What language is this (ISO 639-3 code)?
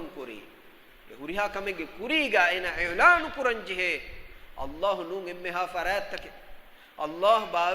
div